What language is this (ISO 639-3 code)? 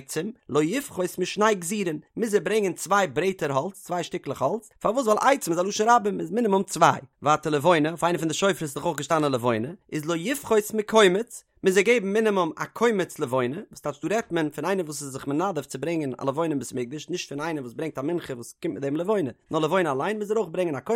yid